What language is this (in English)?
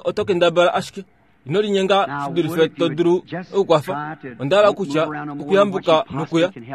Kuanyama